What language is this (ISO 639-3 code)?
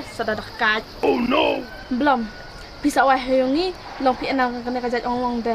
kha